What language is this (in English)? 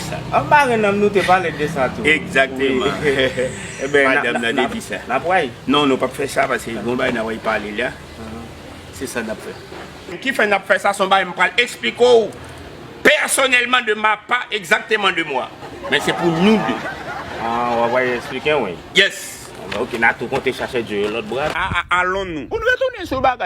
Haitian Creole